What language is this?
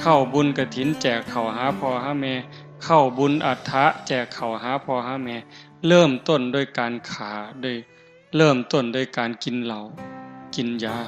Northeastern Thai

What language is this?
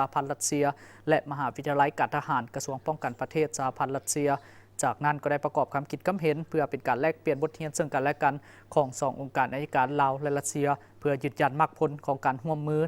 Lao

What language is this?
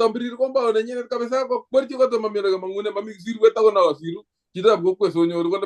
Kalenjin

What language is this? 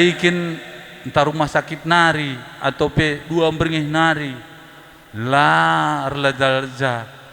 Batak Karo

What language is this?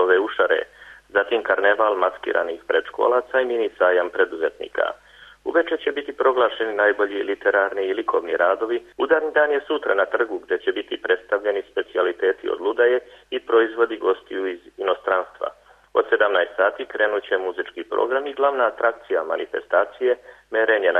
Serbian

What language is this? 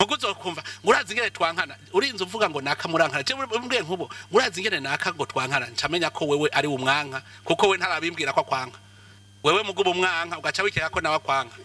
Rundi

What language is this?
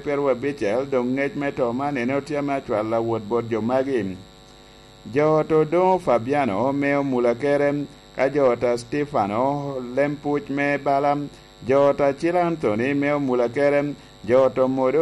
Lango (Uganda)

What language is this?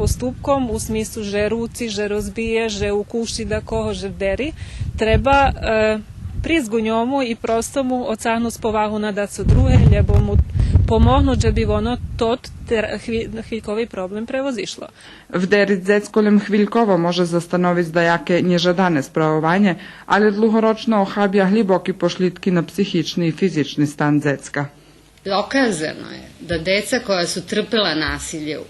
Rusyn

